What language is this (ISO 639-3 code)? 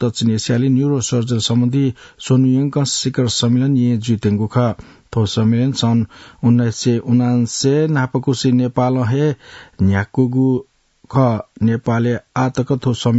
new